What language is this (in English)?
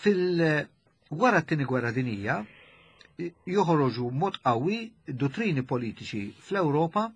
Maltese